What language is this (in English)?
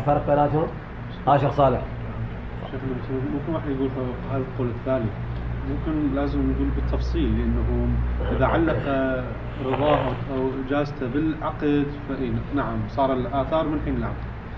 Mesopotamian Arabic